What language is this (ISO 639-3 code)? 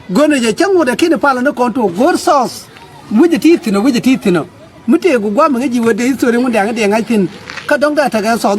nus